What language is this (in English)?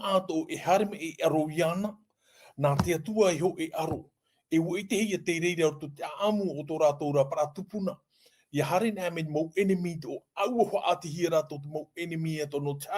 Tahitian